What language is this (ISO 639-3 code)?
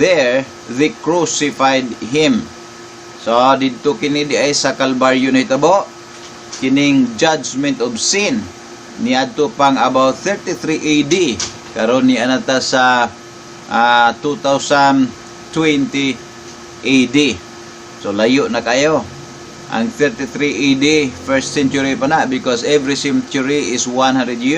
ceb